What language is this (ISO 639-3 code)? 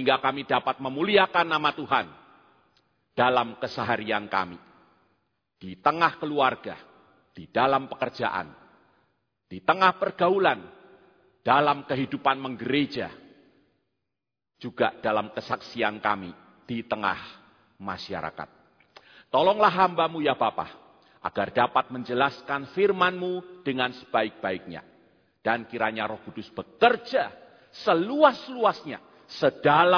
ind